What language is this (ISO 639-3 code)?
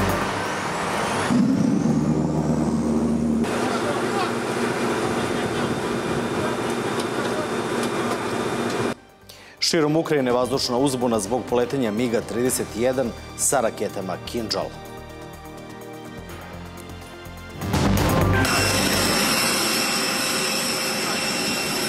srp